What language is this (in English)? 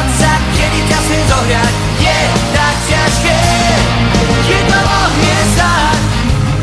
Slovak